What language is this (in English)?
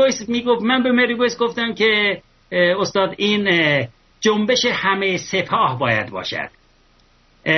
Persian